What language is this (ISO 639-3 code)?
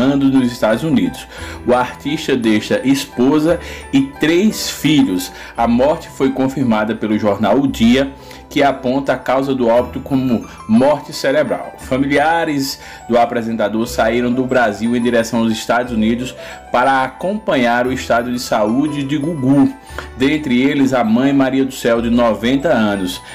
por